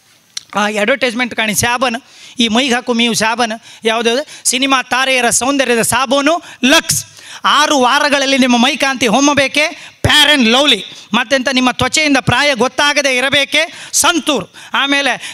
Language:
Kannada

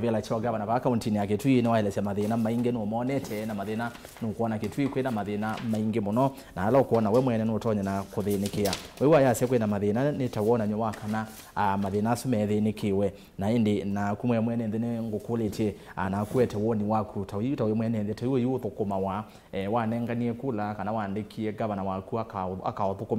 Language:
Kamba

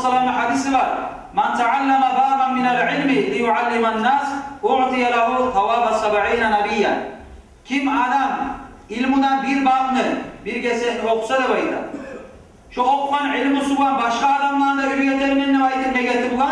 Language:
Kumyk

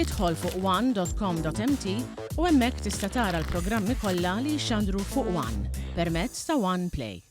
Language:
Maltese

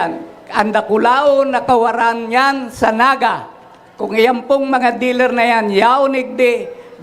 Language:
Bikol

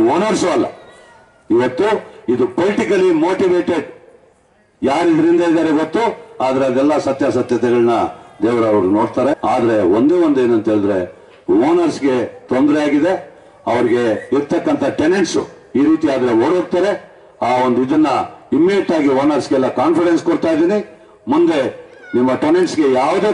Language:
Kannada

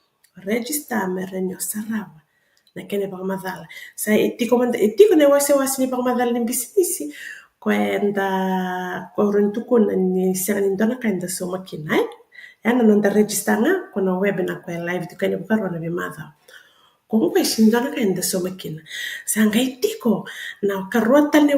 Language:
Fijian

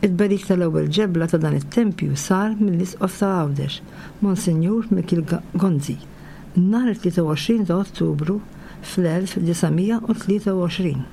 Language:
Maltese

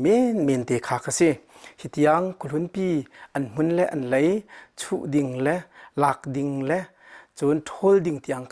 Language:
Hakha Chin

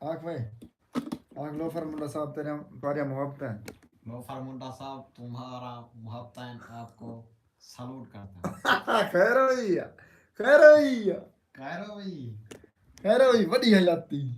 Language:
Saraiki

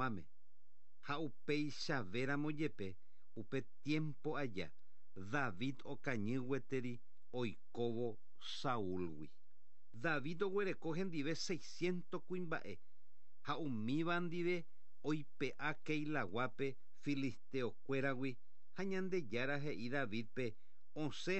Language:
Guarani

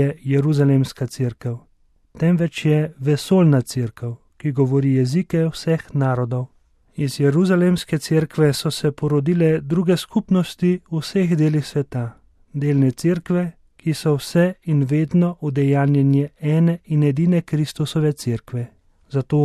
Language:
Slovenian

